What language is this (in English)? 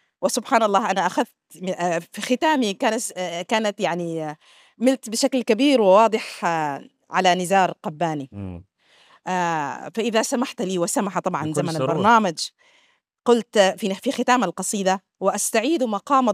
Arabic